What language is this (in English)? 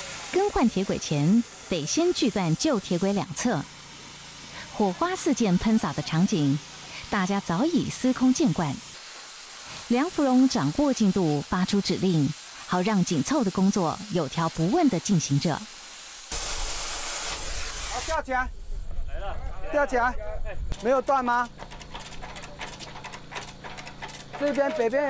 Chinese